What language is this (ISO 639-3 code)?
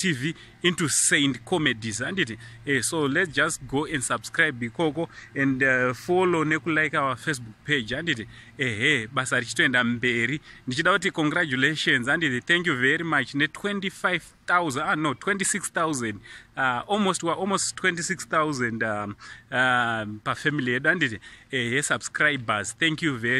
sna